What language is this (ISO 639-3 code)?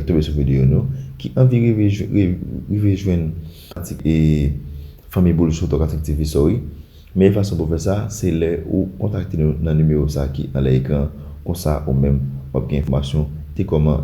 hat